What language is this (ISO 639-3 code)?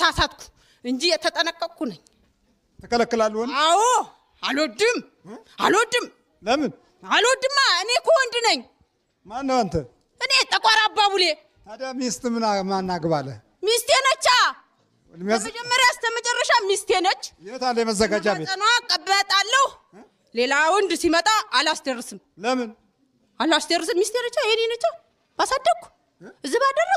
amh